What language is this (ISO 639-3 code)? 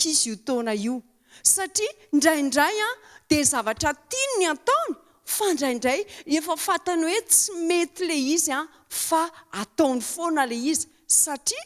mlg